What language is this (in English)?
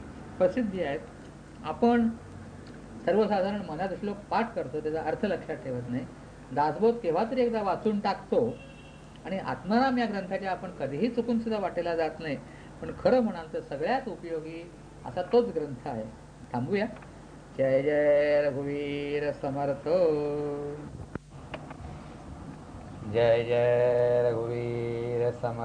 Marathi